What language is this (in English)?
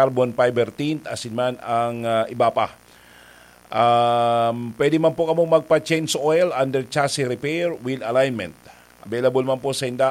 Bikol